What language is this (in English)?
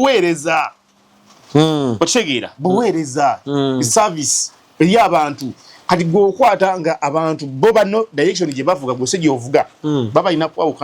Ganda